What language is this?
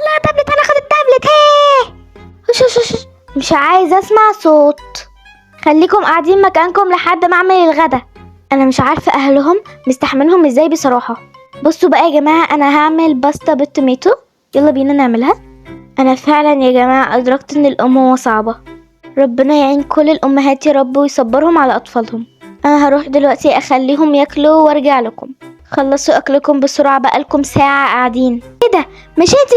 Egyptian Arabic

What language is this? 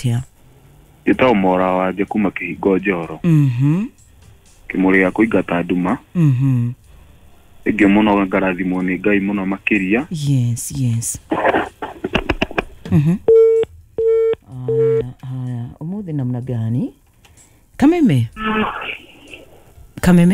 Kikuyu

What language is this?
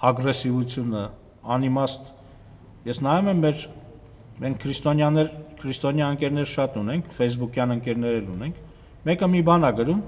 Armenian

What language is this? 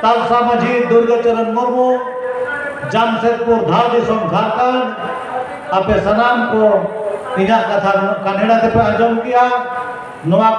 Santali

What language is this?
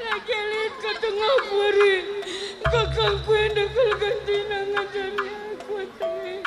Batak Karo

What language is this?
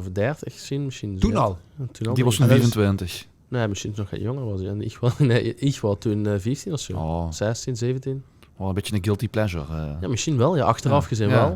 Limburgish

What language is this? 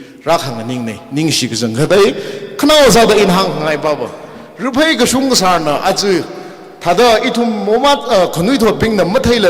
Tangkhul Naga (India)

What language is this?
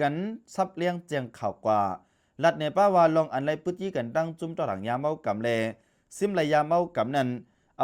Shan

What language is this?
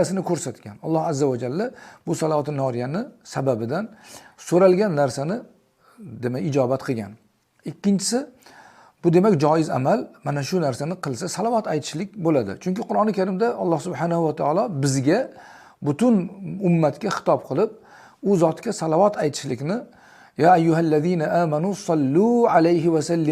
Uzbek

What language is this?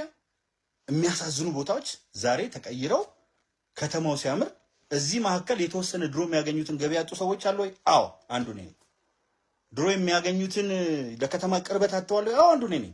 Amharic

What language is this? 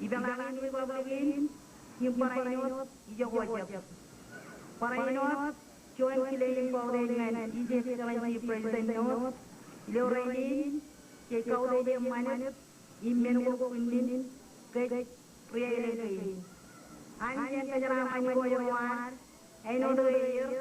Marshallese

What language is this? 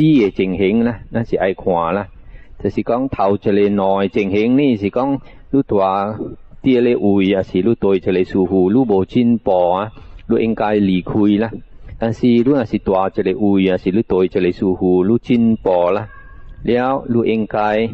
Min Nan Chinese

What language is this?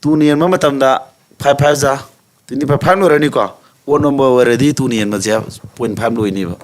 Manipuri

